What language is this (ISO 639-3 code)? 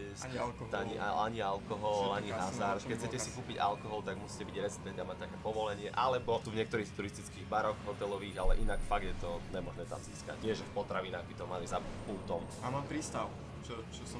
slk